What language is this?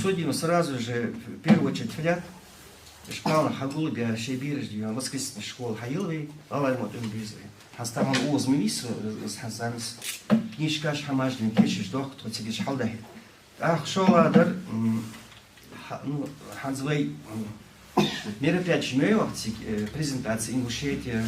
Ingush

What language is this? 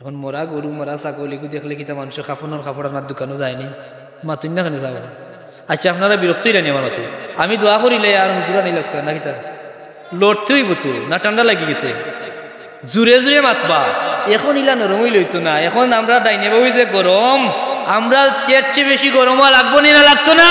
Sylheti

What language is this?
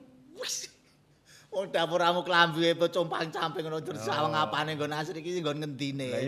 Javanese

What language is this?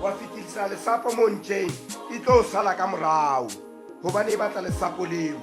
Southern Sotho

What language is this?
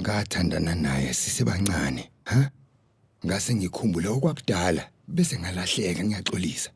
Zulu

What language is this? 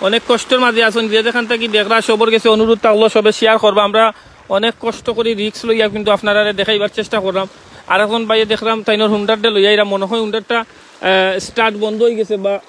Sylheti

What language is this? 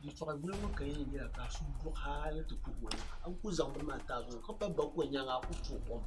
Dagbani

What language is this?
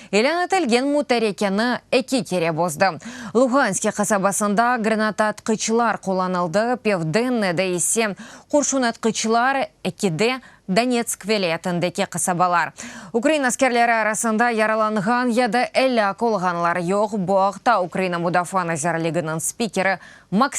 Crimean Tatar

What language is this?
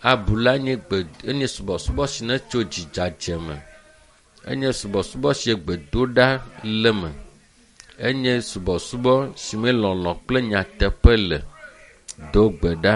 Ewe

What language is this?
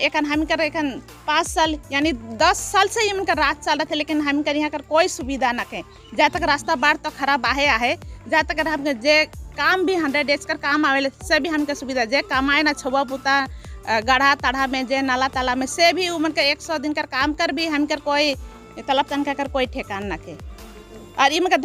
Sadri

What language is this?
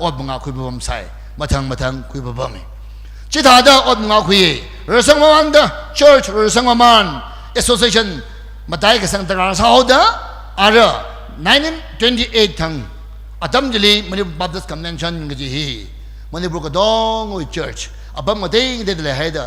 Tangkhul Naga (India)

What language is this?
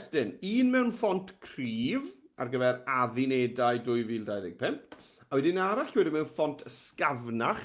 Welsh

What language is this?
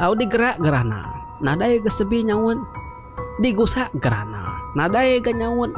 Iban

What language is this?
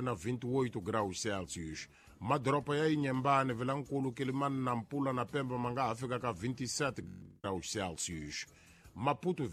Tsonga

